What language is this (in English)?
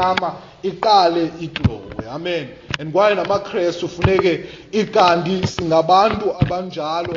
Xhosa